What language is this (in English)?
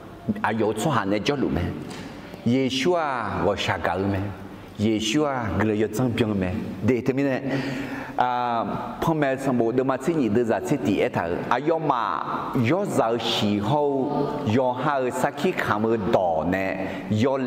Akha